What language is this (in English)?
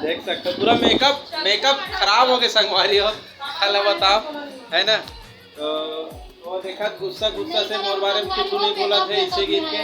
Chhattisgarhi